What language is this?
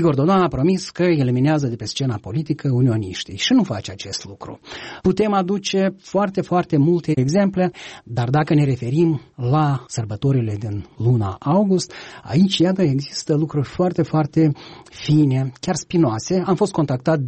Romanian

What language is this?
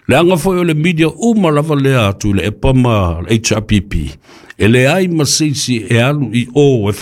Samoan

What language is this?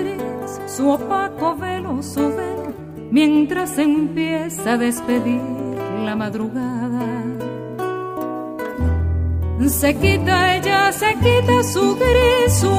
Spanish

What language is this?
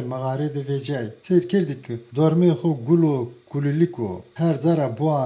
Zaza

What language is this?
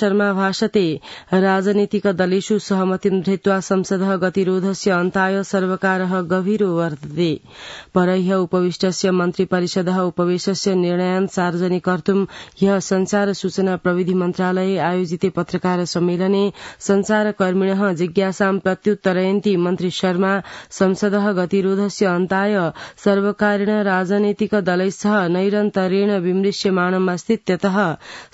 Sanskrit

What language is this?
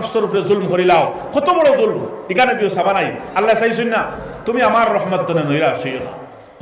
Sylheti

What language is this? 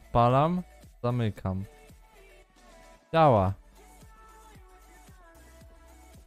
Polish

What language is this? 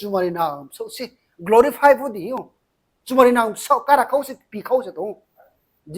Riang (India)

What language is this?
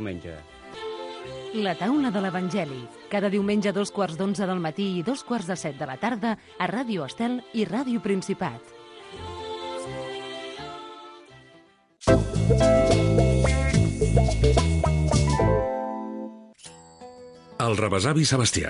Catalan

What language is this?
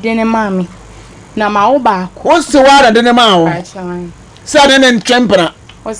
Akan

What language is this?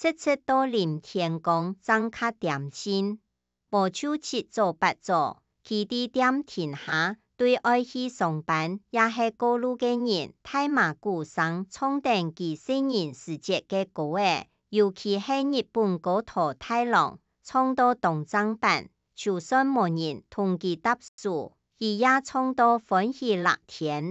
Hakka Chinese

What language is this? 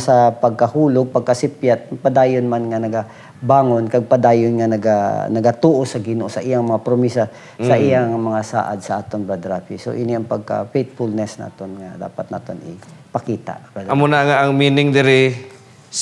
Hiligaynon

